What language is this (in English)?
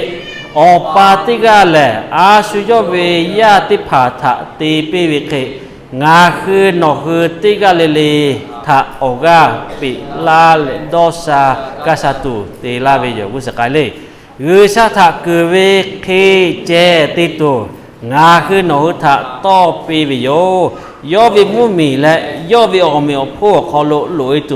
Lahu